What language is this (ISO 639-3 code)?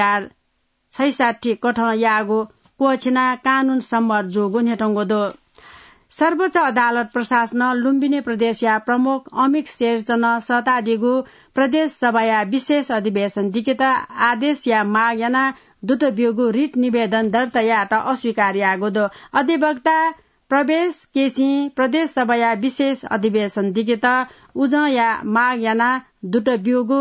new